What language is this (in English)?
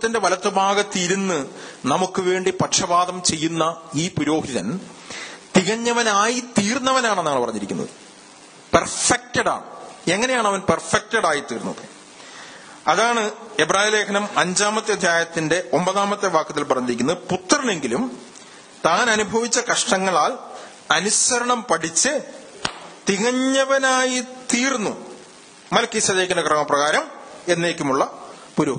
Malayalam